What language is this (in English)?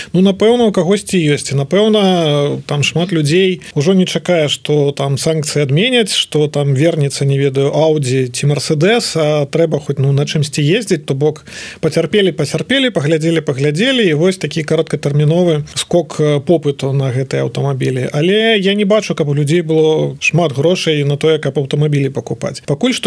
Belarusian